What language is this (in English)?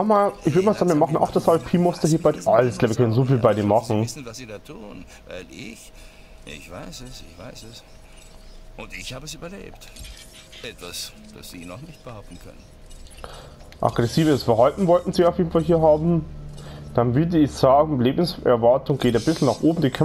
German